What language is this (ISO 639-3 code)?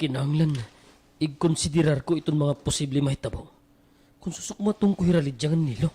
war